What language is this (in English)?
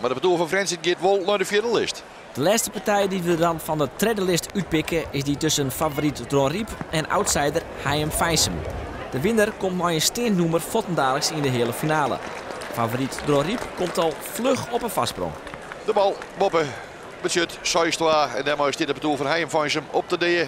Western Frisian